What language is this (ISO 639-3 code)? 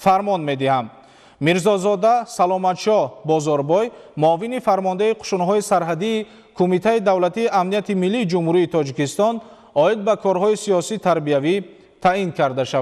tgk